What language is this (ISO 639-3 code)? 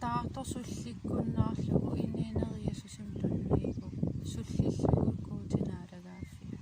kal